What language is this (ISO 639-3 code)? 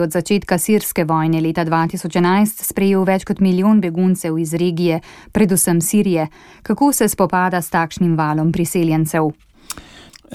slv